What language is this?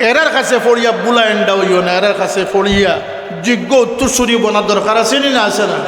Sylheti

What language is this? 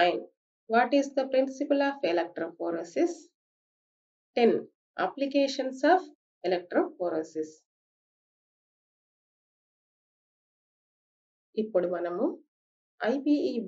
Telugu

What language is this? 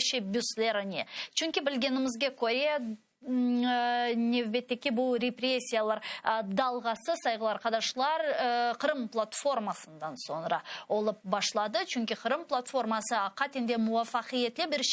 Crimean Tatar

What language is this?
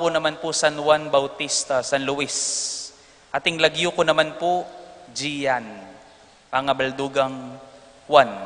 Pampanga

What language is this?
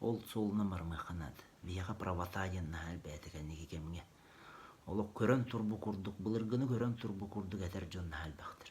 Yakut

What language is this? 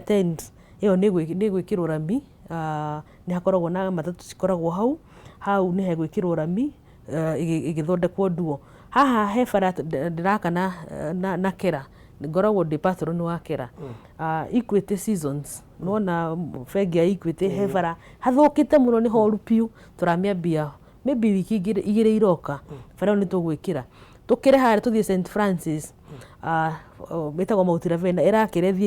Kikuyu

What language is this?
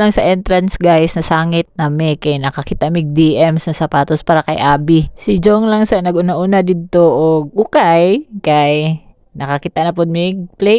Cebuano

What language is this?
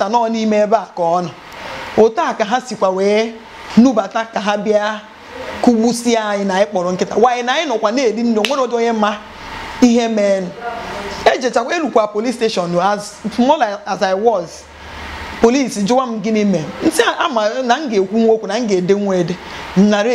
Igbo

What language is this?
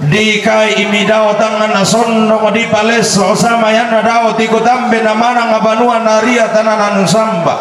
Toraja-Sa'dan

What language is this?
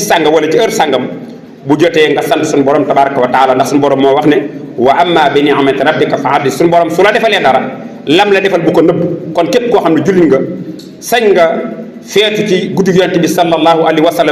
Wolof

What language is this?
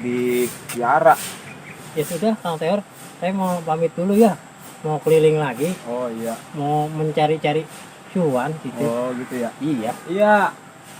Betawi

